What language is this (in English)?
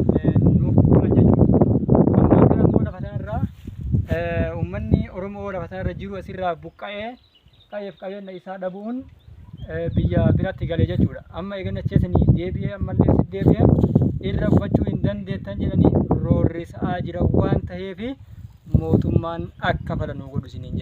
Oromo